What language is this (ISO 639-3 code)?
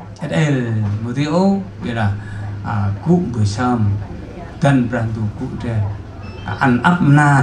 cmo